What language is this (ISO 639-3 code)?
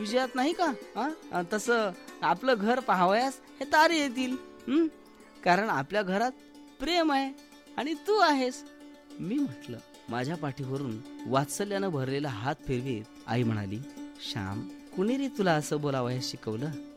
mar